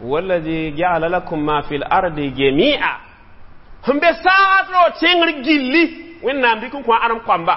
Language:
Mossi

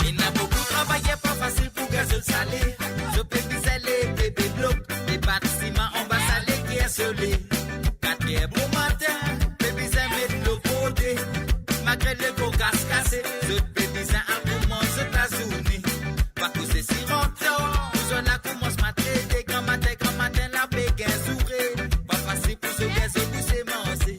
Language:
Morisyen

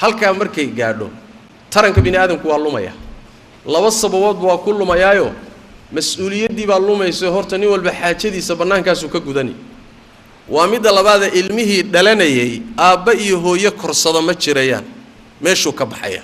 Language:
Somali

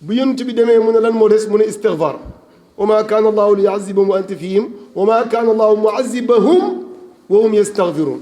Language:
Wolof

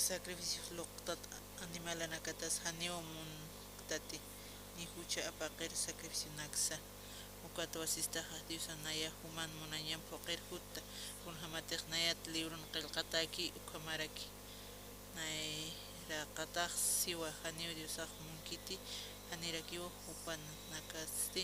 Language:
Aymara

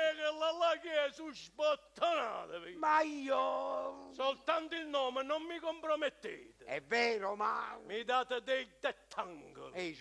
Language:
Neapolitan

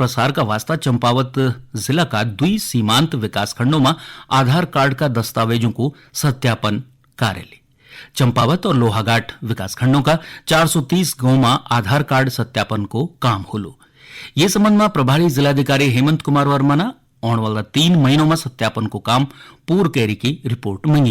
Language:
Garhwali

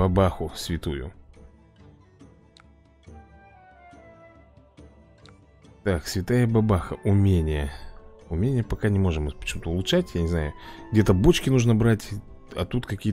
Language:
Russian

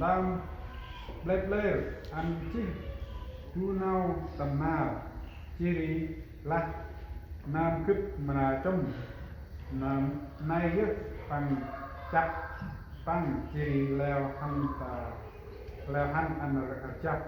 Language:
Central Mnong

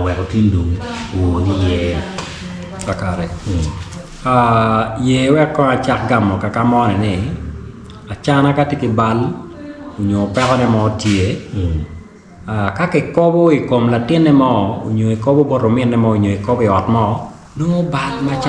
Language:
Acoli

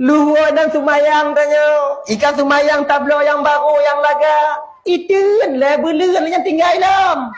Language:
Achinese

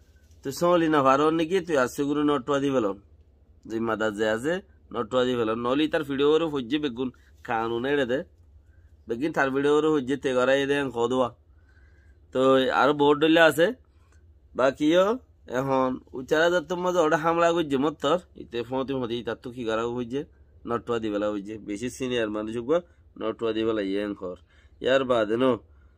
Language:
Rohingya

